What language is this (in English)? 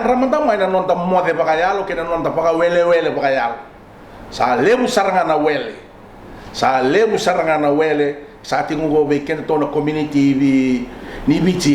Fijian